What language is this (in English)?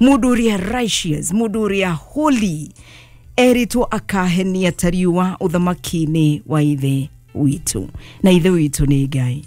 Kikuyu